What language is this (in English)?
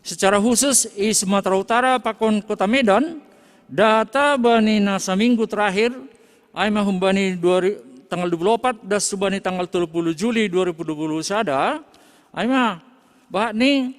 Batak Simalungun